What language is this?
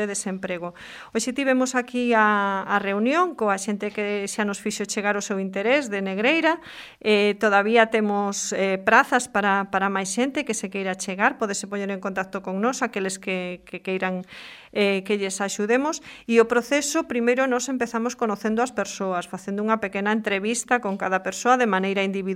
Galician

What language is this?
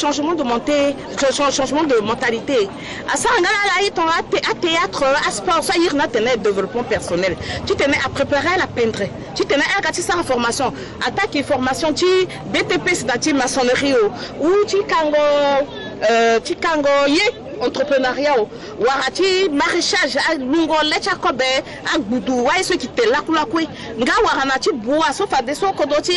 Sango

